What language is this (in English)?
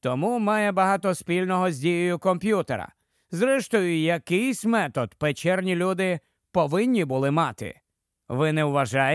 Ukrainian